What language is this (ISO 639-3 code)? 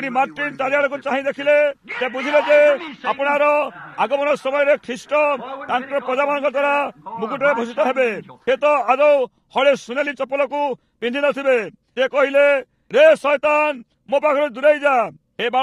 ori